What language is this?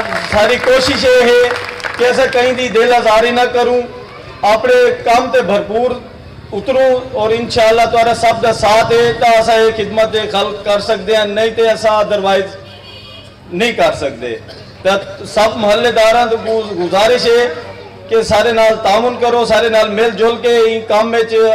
Saraiki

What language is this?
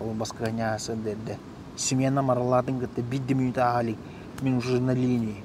Yakut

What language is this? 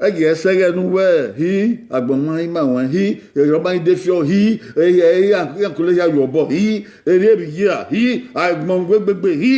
Bini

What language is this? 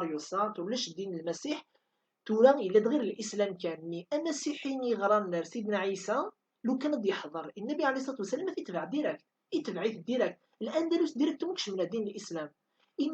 Kabyle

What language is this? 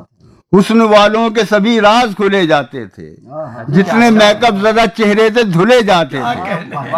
Urdu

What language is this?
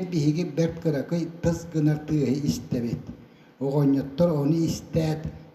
Yakut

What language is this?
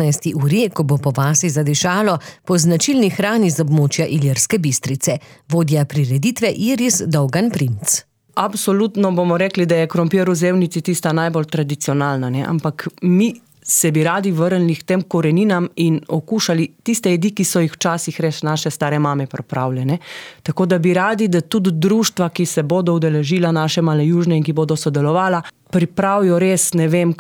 Slovenian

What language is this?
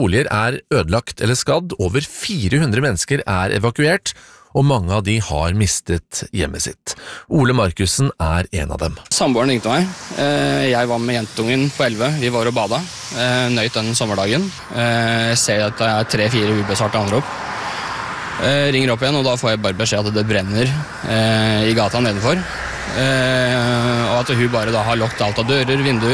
Norwegian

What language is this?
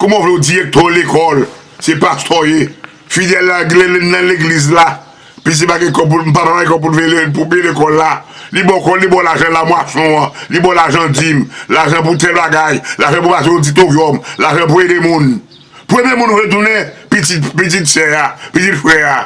Haitian Creole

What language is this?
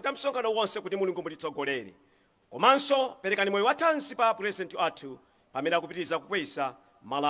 Nyanja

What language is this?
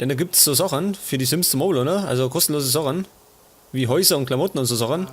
Bavarian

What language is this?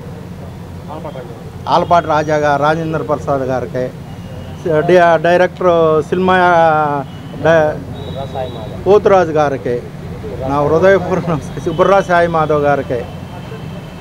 Telugu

